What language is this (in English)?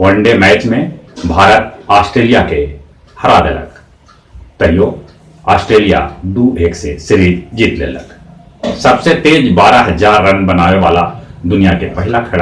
Magahi